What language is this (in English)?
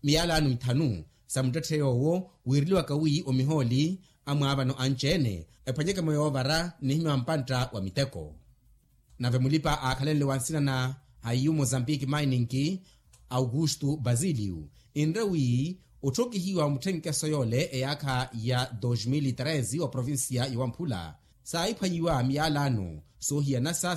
Makhuwa